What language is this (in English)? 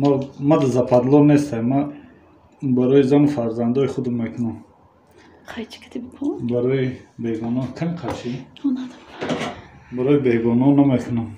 Tajik